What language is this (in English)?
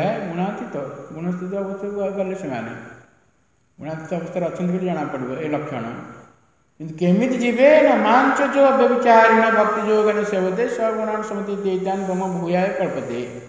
Odia